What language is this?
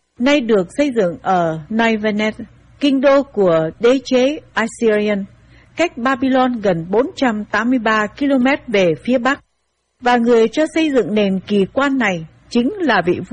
Vietnamese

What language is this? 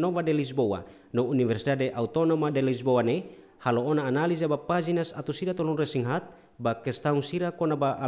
Tetum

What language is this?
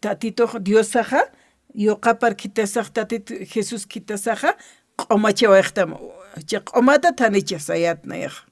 Aymara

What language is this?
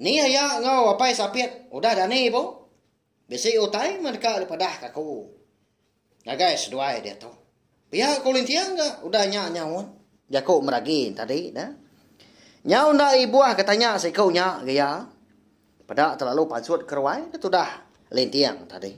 Iban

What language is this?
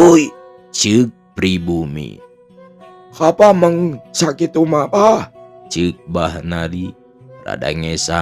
Sundanese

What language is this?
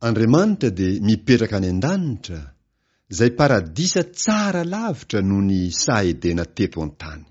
Malagasy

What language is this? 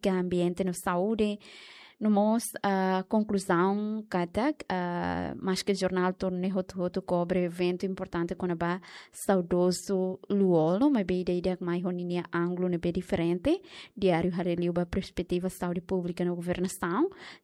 Tetum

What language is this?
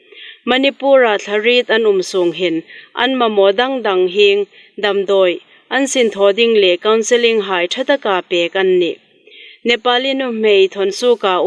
Hmar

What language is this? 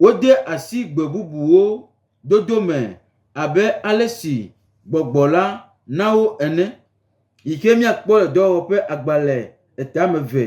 Gen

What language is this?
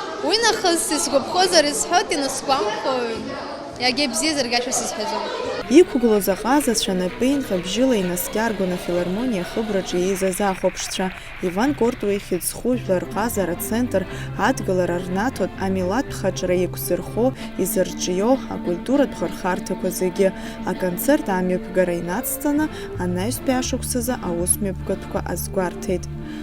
Abkhazian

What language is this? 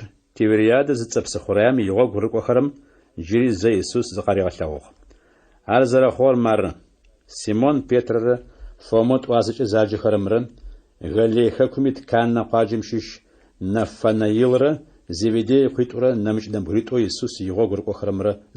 Adyghe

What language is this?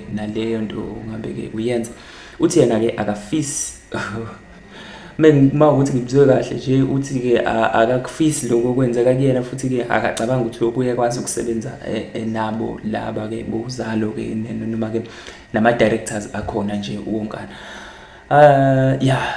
Zulu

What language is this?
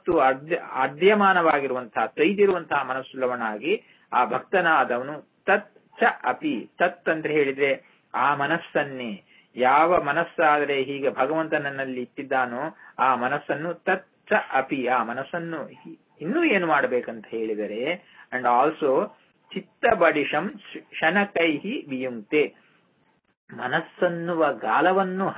Kannada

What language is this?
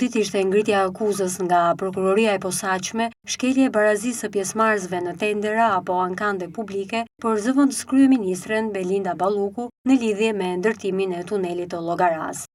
Albanian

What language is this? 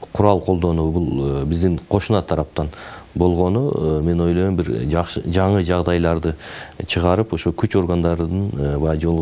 Kyrgyz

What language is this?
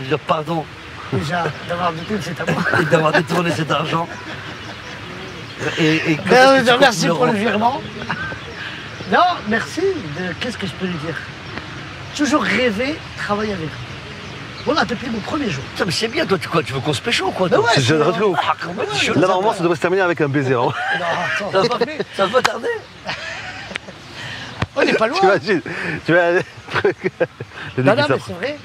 French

